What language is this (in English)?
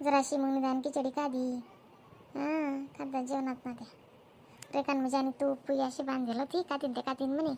Khandesi